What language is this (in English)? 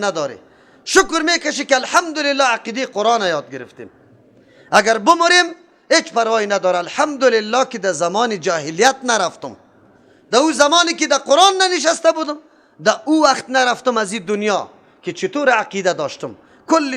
Persian